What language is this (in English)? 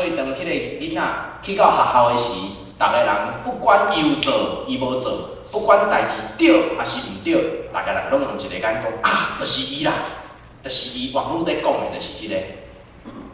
Min Nan Chinese